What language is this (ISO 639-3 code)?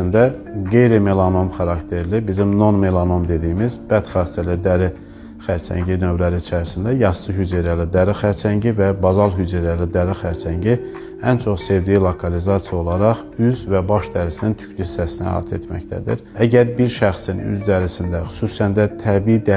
aze